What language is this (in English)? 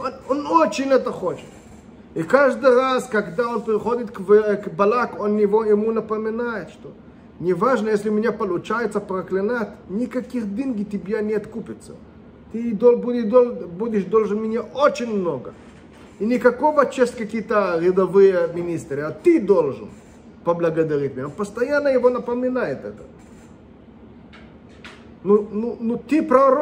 Russian